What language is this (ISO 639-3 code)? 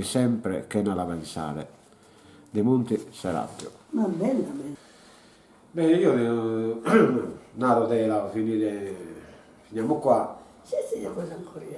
srd